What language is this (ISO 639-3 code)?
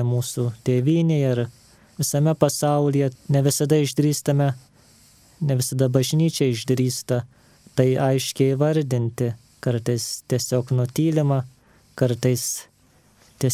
lit